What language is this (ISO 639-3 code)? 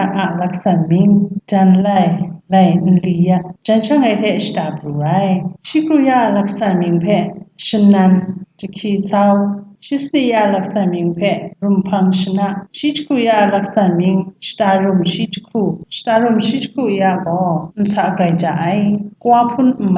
kac